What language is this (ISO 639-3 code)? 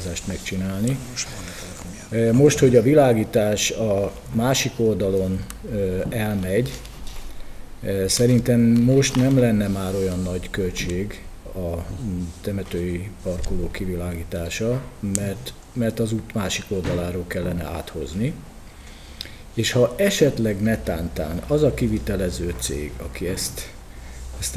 hun